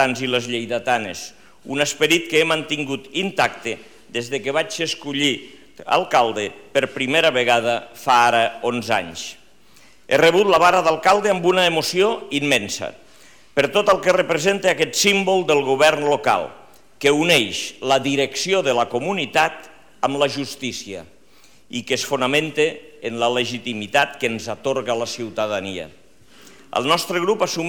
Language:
Catalan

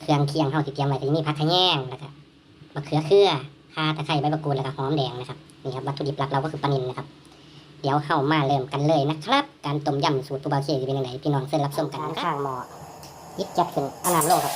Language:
Northeastern Thai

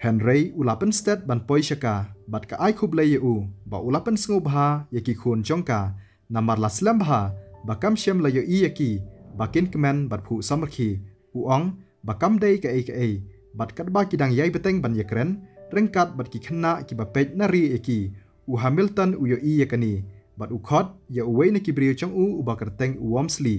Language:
Khasi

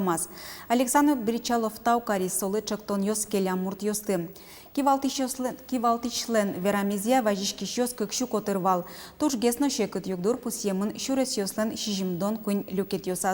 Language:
Udmurt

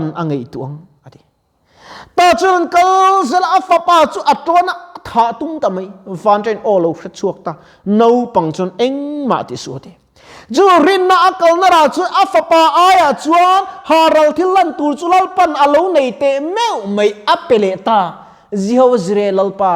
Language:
Mizo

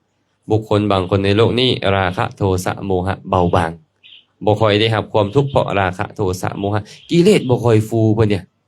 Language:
Lao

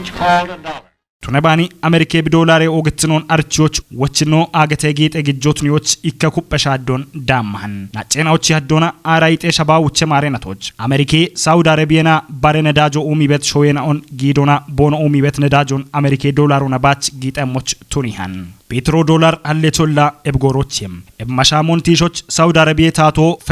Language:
Kafa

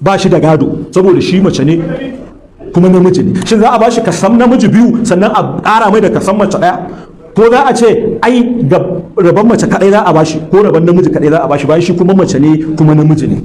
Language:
Hausa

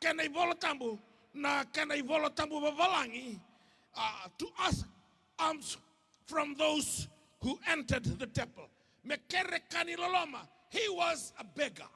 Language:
Fijian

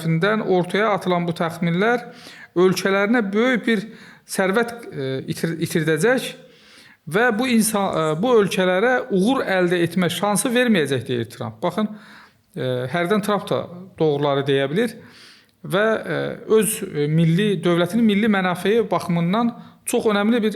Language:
Azerbaijani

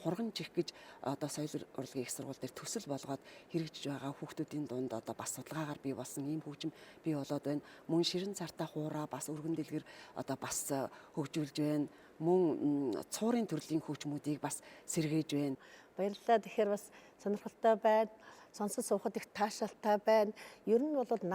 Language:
Mongolian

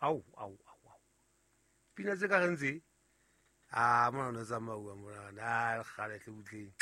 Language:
Southern Sotho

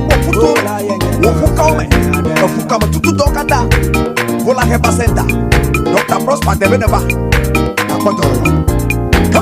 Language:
Ewe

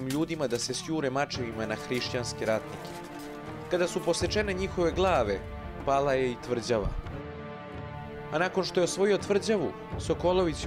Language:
Serbian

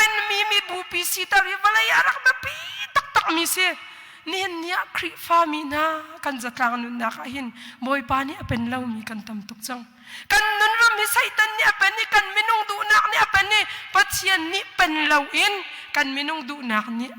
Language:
Hakha Chin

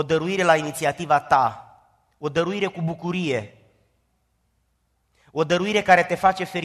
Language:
Romanian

